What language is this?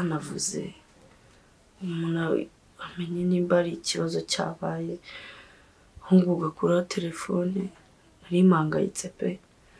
Kinyarwanda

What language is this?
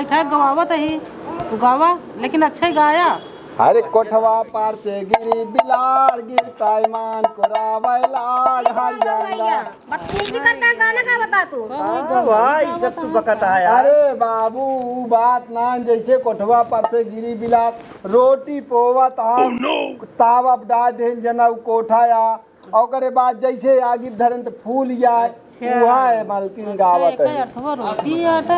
Awadhi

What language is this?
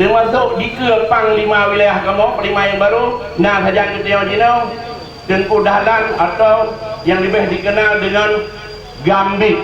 Achinese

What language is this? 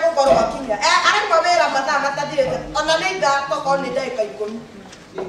Kikuyu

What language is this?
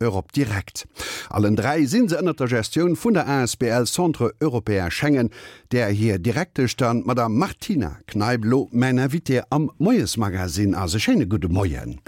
Luxembourgish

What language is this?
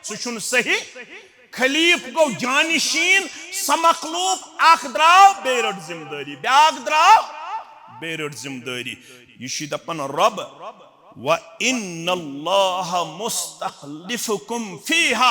Kashmiri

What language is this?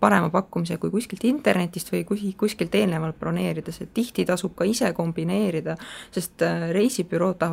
Estonian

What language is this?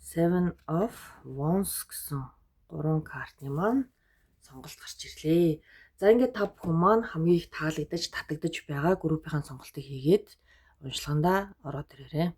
Mongolian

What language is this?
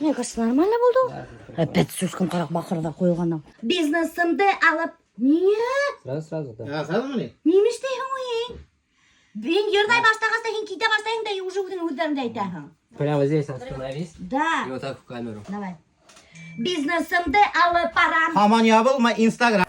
Bashkir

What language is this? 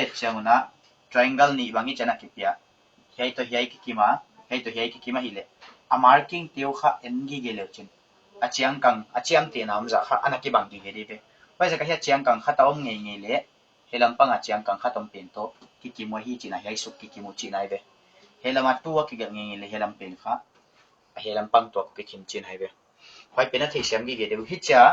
Paite Chin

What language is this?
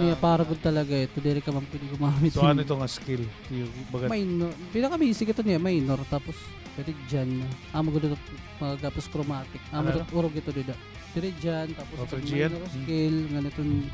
Waray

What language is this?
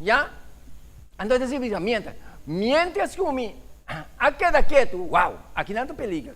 Papiamento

